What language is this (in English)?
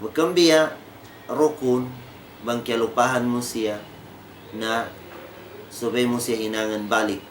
Tausug